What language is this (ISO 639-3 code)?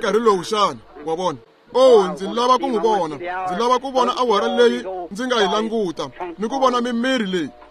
tso